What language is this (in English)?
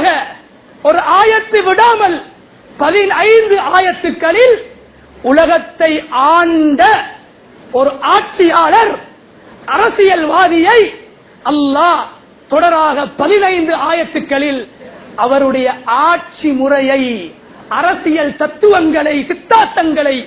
Tamil